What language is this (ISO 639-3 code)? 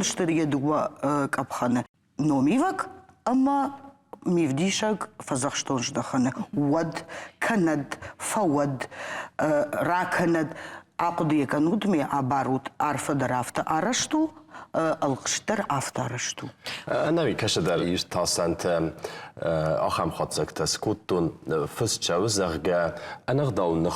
oss